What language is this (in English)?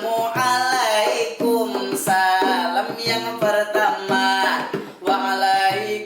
Banjar